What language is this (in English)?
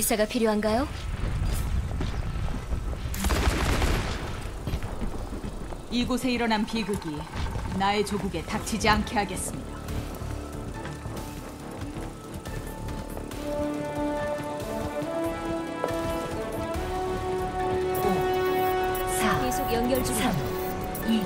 Korean